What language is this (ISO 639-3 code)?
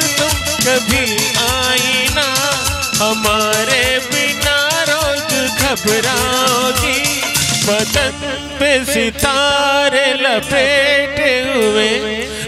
hin